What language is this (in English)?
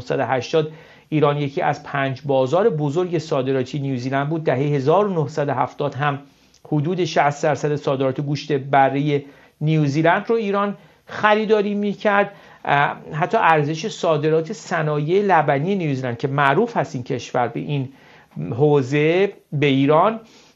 Persian